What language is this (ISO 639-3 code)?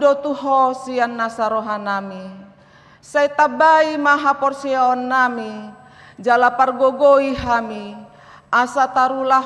bbc